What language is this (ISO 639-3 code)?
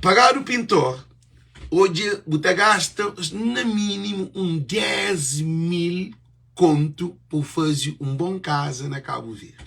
kea